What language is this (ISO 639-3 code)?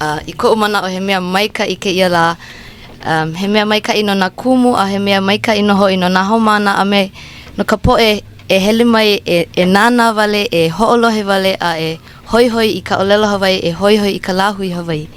haw